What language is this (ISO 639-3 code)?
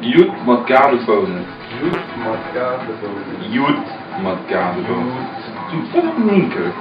ltz